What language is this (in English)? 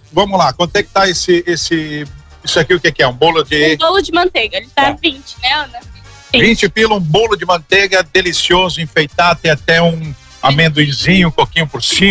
Portuguese